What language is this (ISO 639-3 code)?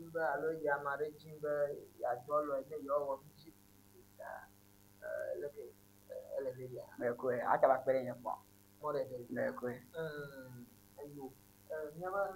ewe